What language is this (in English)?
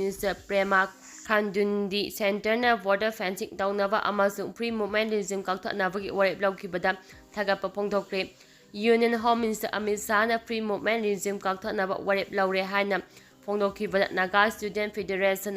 Manipuri